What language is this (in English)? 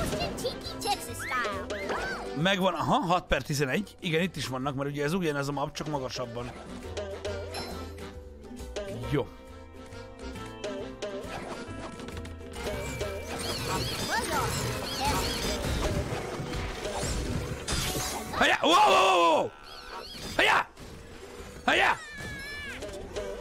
Hungarian